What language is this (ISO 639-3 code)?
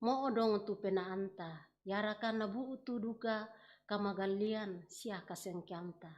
sda